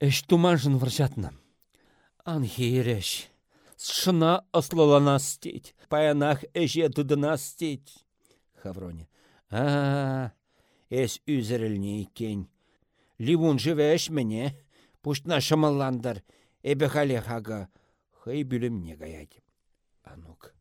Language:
Chuvash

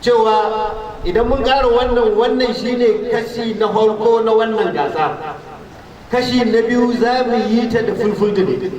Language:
Hausa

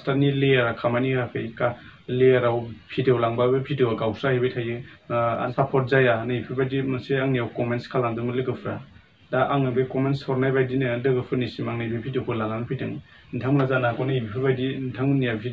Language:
Bodo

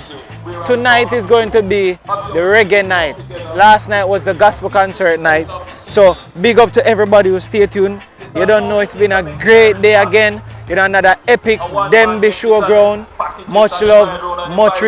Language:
Jamaican Creole English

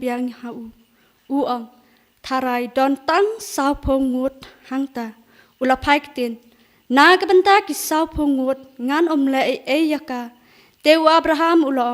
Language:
Khasi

